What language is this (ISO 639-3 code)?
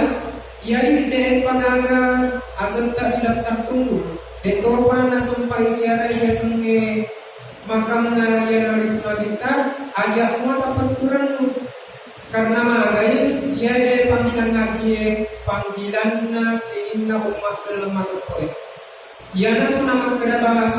bug